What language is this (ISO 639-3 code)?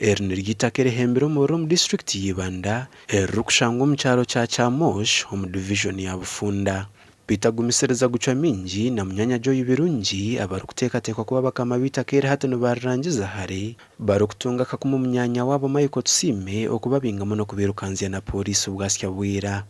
nyn